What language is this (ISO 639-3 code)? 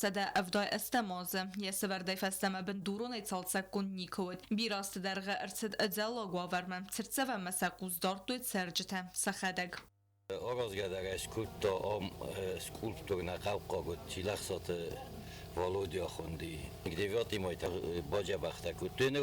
oss